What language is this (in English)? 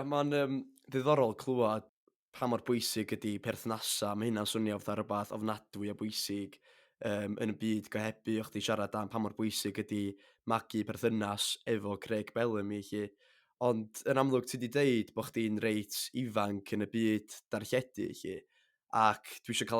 Welsh